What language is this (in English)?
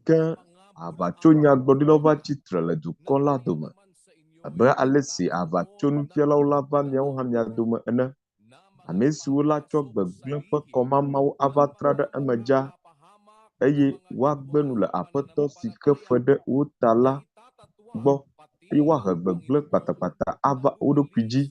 Ewe